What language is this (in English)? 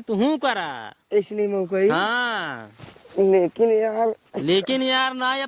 Awadhi